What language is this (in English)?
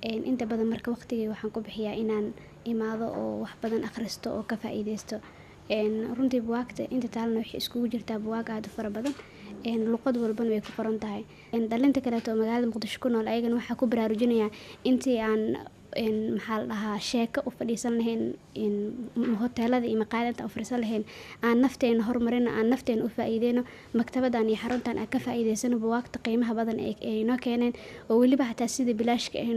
Somali